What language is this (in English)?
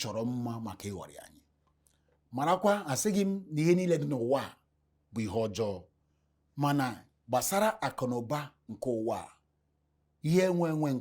Igbo